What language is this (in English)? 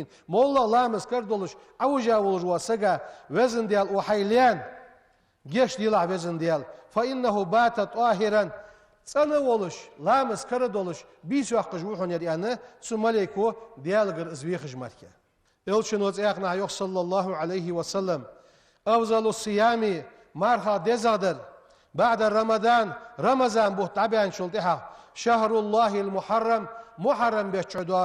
Ingush